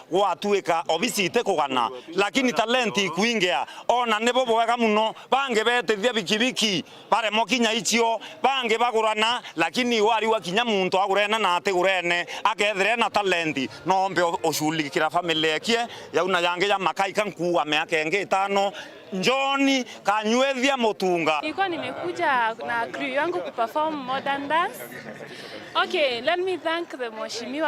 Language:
Meru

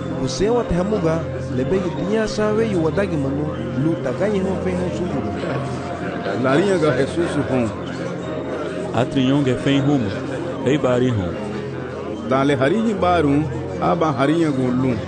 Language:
Garifuna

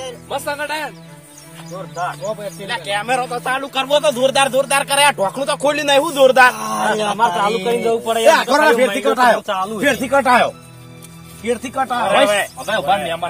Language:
Gujarati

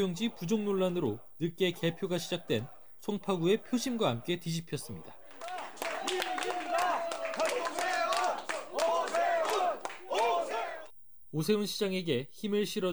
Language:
Korean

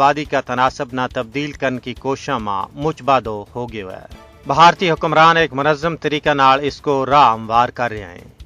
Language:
Gujari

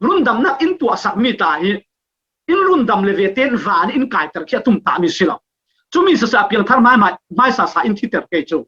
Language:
Falam Chin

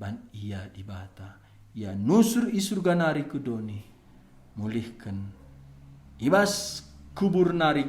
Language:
Batak Karo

